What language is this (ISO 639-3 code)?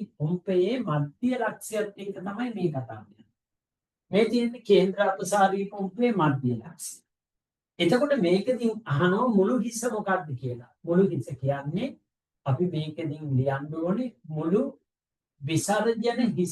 sin